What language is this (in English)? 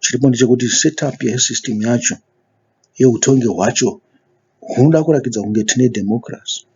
Shona